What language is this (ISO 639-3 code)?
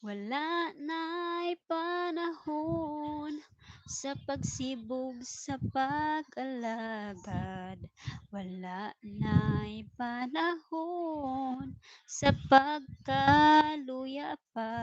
ceb